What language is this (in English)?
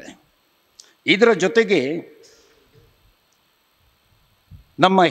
Kannada